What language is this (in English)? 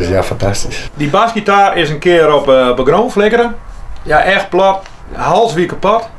Western Frisian